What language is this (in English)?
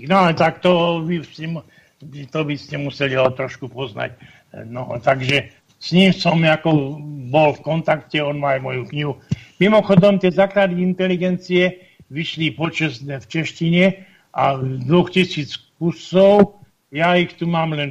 Slovak